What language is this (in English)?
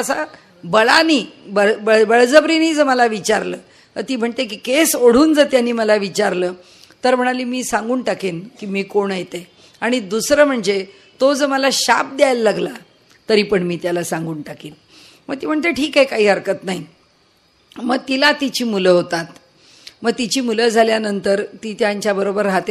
Marathi